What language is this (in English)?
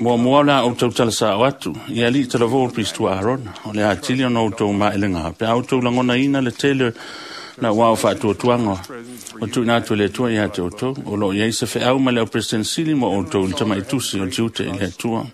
Samoan